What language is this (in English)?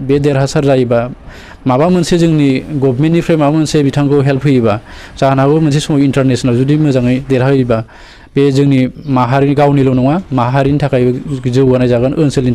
Bodo